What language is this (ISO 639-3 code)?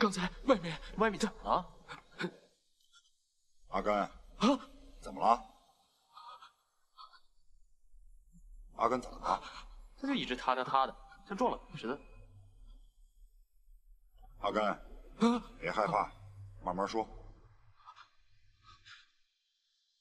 zho